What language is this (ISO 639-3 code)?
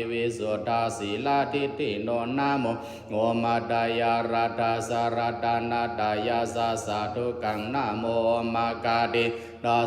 pli